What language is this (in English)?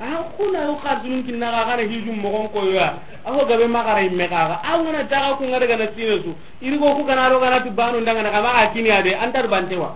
Soninke